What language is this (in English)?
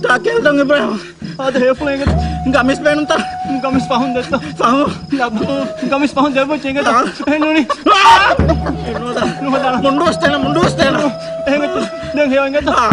Divehi